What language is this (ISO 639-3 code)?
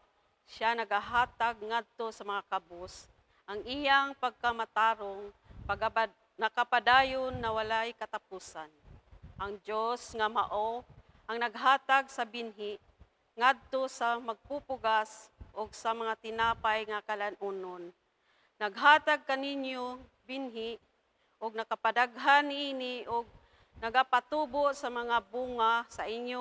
ceb